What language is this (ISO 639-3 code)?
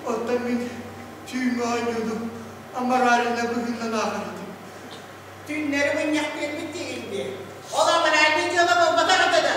sah